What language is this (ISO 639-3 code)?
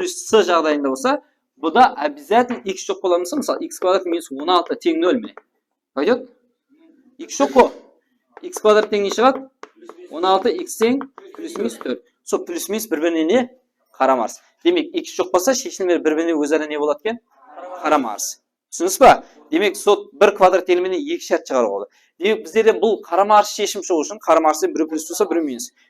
kaa